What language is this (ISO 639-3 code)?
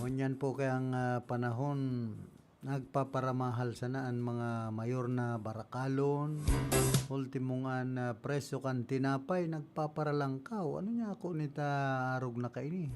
bik